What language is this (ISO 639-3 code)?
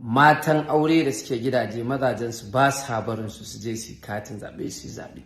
hau